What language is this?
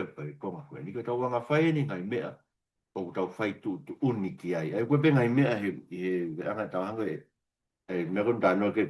Tongan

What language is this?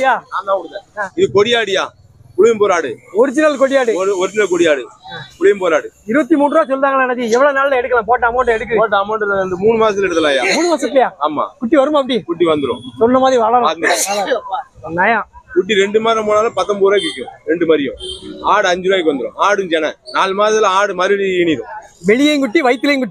Tamil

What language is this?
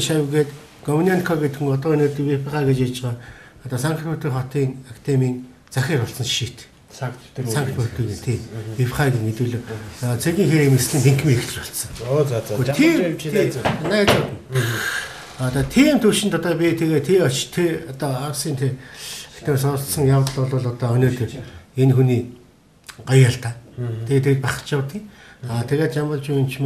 Mongolian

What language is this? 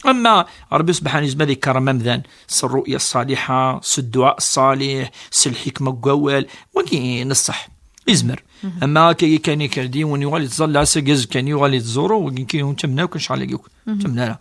Kabyle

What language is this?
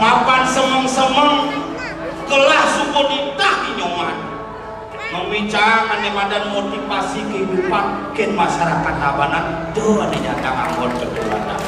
Balinese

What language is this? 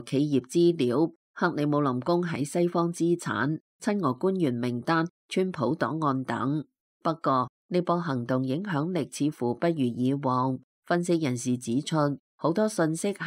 Cantonese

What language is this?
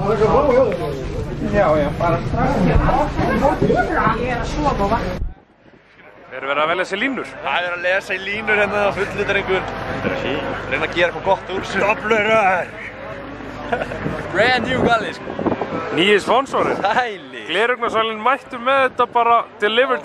Icelandic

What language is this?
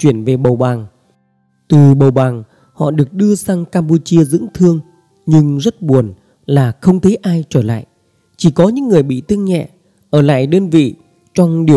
Vietnamese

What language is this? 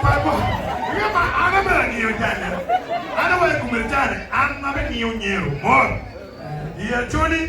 Acoli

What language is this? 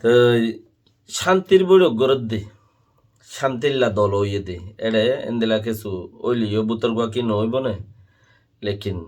Rohingya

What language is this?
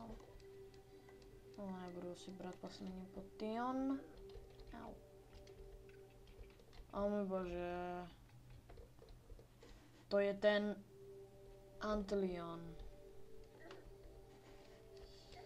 Czech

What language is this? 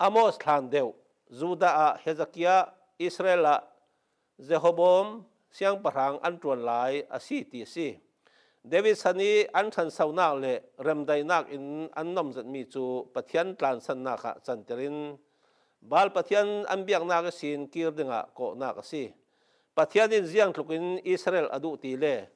Falam Chin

